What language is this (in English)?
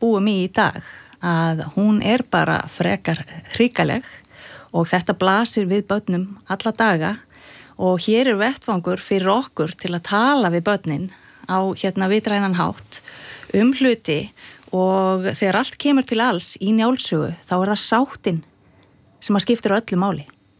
Icelandic